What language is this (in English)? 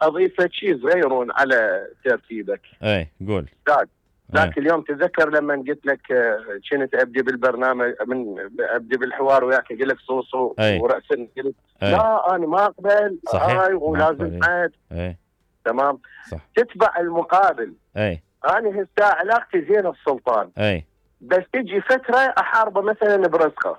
Mesopotamian Arabic